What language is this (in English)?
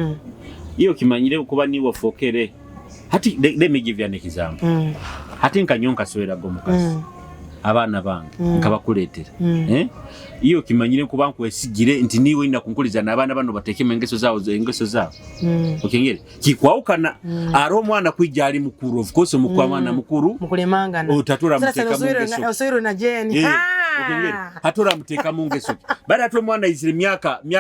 Nyoro